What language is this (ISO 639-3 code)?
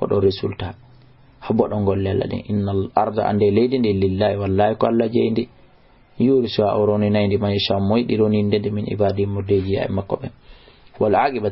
ful